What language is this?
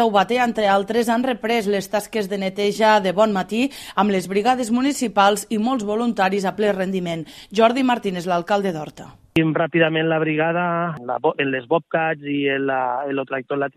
Catalan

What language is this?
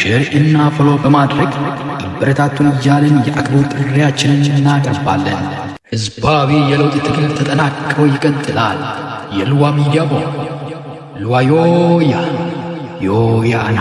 Amharic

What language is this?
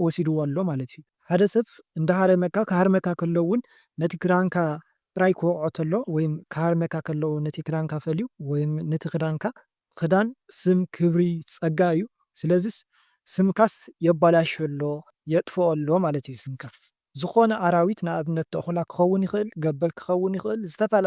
Tigrinya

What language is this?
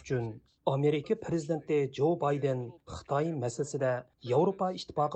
Uyghur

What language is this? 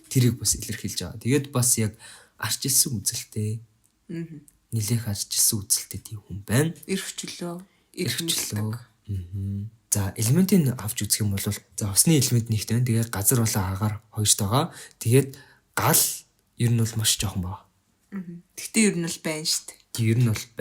Mongolian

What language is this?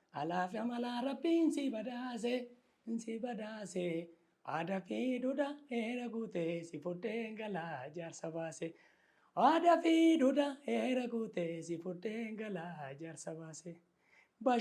Oromo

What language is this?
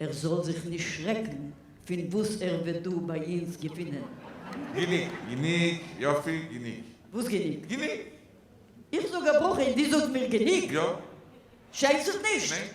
Yiddish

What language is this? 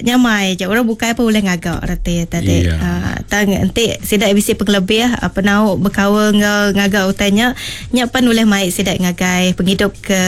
Iban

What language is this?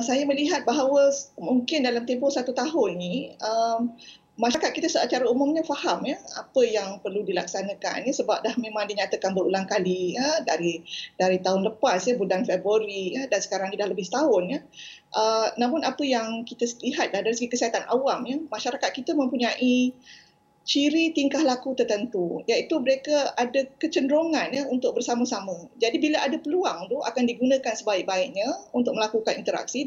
Malay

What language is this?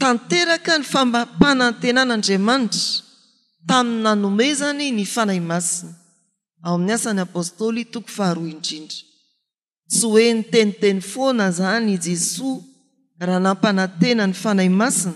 Malagasy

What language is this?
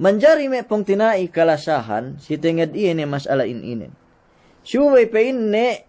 Yakan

